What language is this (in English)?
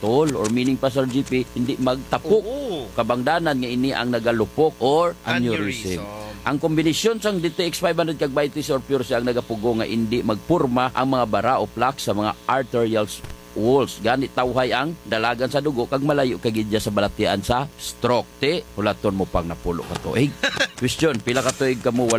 Hiligaynon